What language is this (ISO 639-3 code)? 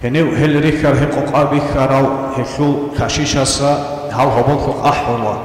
ava